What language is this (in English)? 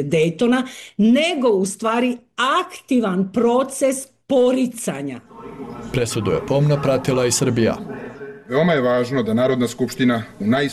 Bosnian